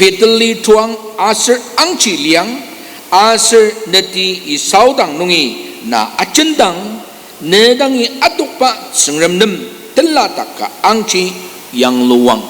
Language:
Ao Naga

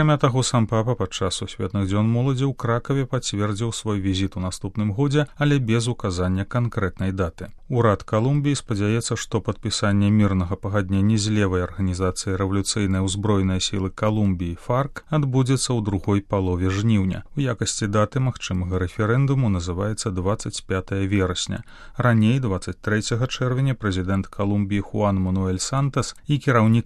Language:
Belarusian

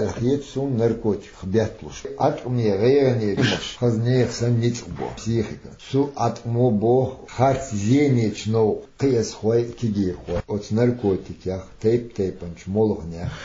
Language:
Chechen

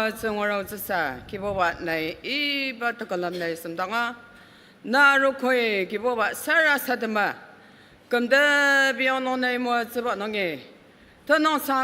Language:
Ao Naga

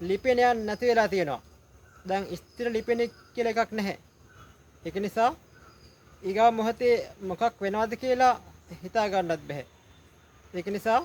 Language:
Sinhala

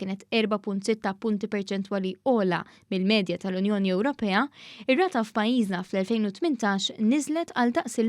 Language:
Maltese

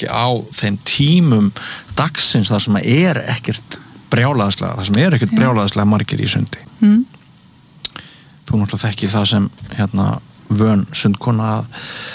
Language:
Icelandic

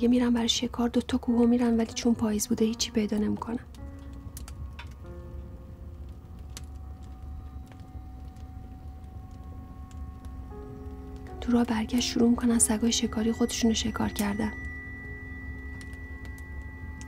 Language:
Persian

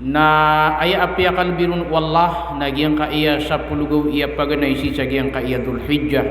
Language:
Maranao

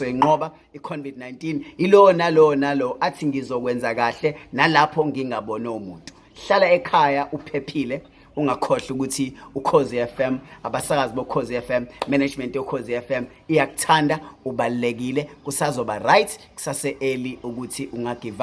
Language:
Zulu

